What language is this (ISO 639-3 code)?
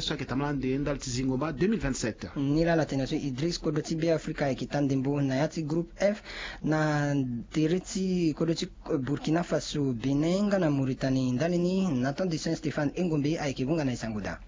sag